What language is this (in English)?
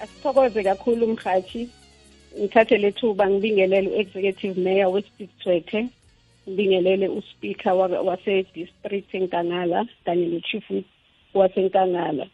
South Ndebele